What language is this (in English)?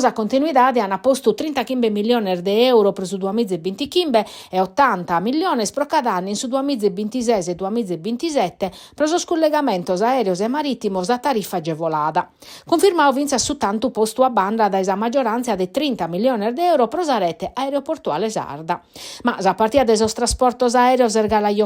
Sardinian